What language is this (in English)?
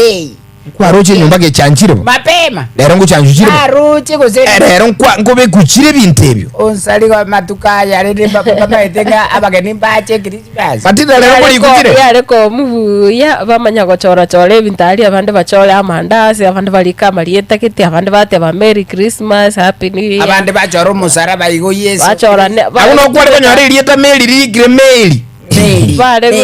Gusii